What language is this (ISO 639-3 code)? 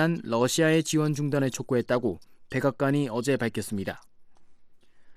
kor